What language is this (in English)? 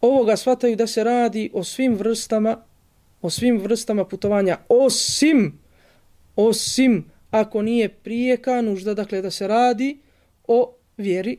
Bosnian